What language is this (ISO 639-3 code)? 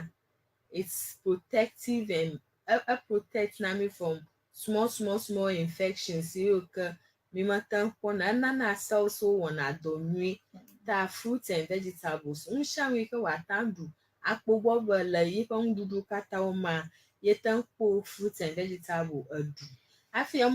ewe